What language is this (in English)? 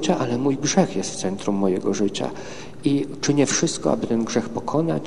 Polish